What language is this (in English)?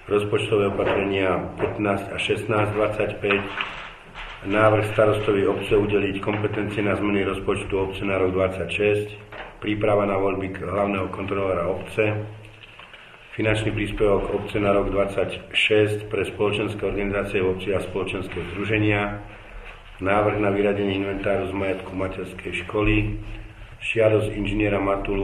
Slovak